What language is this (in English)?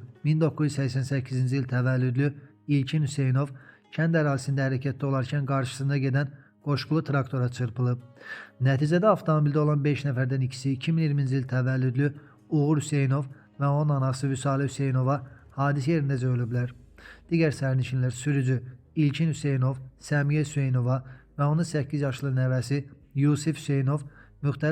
Azerbaijani